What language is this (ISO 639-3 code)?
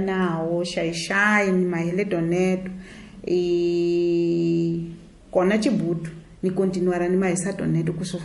tso